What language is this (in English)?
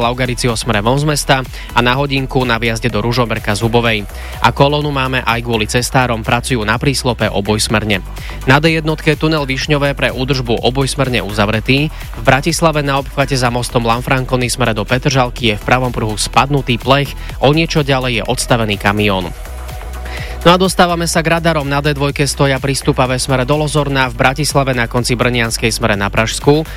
Slovak